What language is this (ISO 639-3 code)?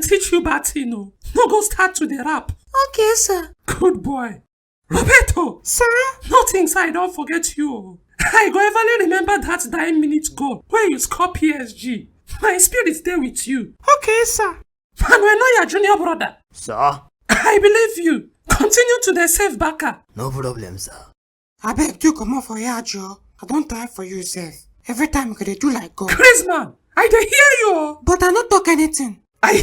pcm